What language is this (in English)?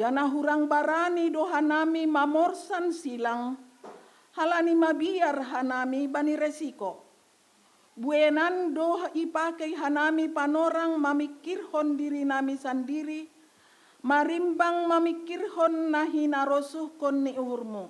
Batak Simalungun